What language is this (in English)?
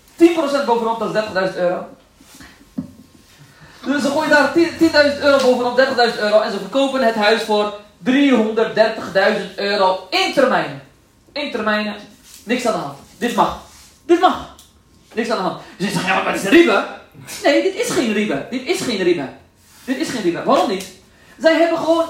Dutch